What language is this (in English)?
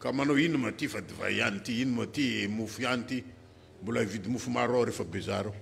Malagasy